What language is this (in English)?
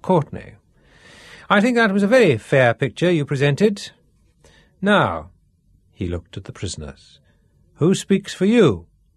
English